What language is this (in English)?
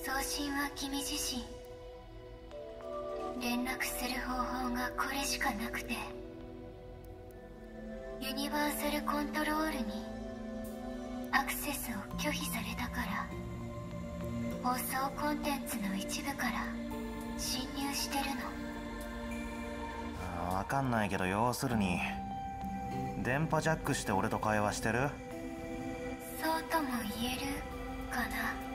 Japanese